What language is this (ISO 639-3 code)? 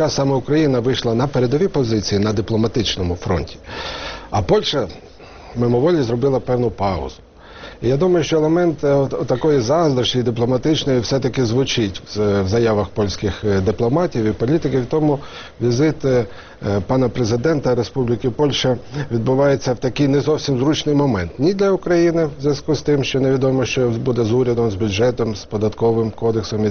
ukr